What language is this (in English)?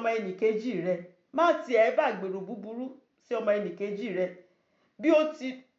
Yoruba